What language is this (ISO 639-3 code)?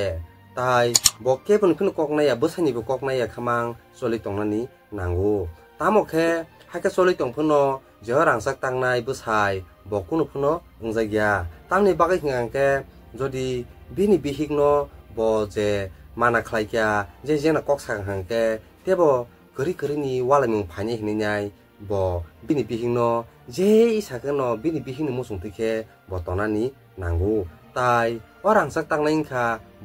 trp